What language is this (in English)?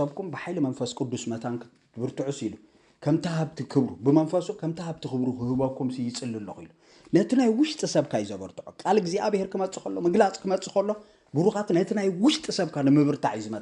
Tigrinya